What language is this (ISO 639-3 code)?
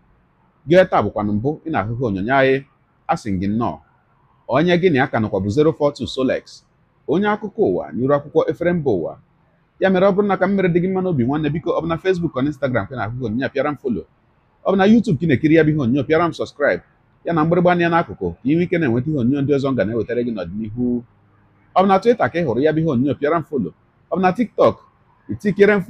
ibo